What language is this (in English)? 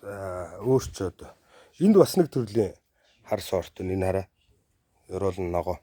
Mongolian